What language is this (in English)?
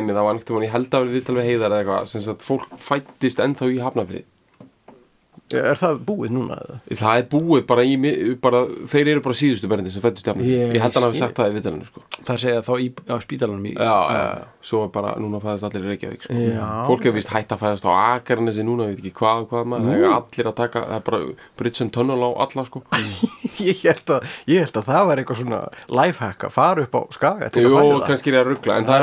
Icelandic